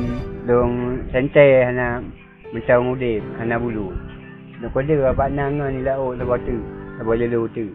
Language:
Achinese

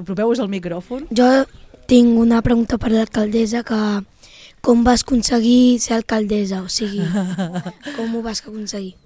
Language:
Catalan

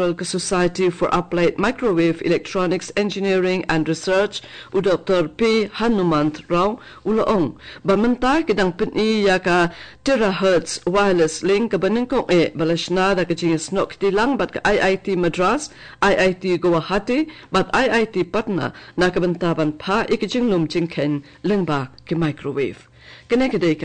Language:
Khasi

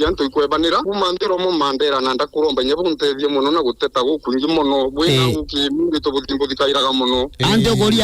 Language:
Meru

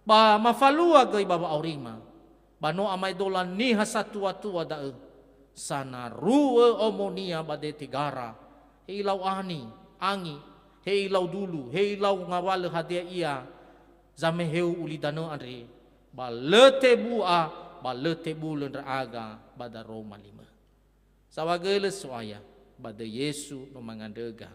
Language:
Nias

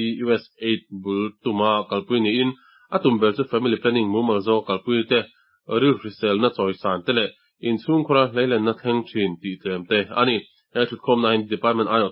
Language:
Mizo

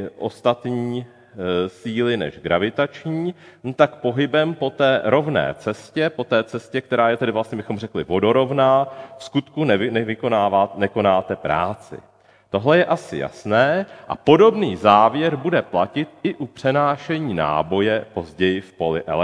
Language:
Czech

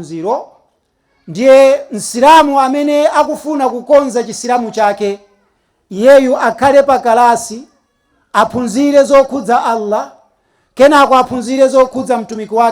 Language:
Nyanja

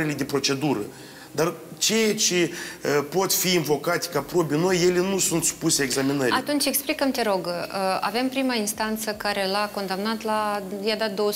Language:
Romanian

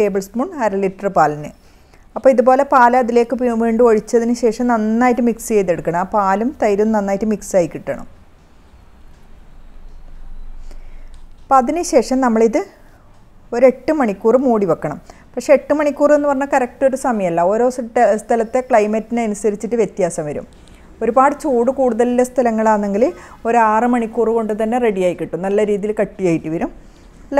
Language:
Malayalam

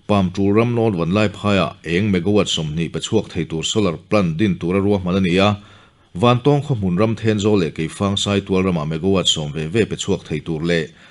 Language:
Mizo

